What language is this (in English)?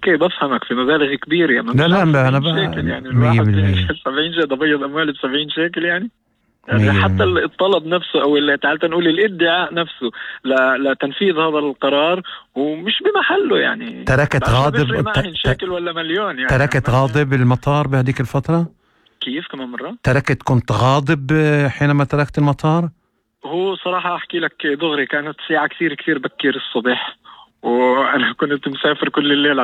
North Levantine Arabic